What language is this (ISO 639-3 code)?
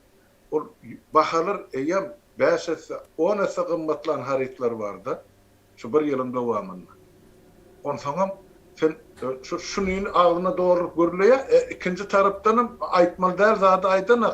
tuk